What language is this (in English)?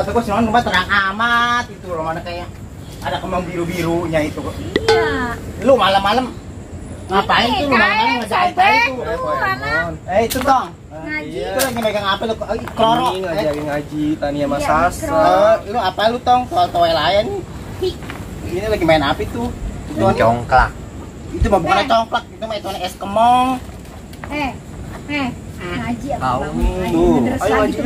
Betawi